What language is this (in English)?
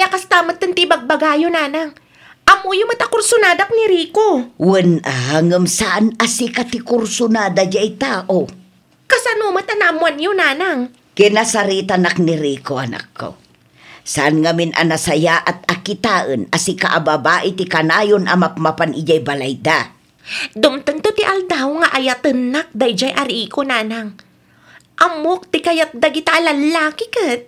Iloko